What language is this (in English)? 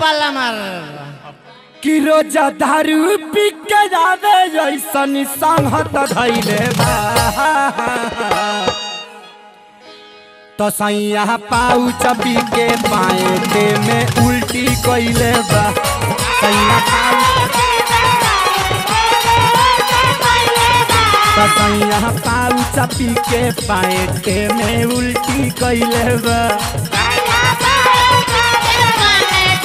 Bhojpuri